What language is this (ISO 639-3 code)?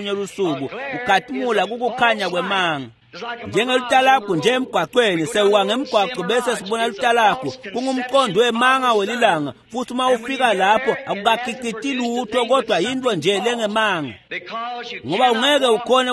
ssw